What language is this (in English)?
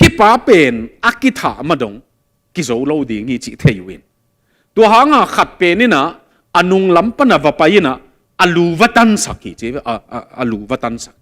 Tedim Chin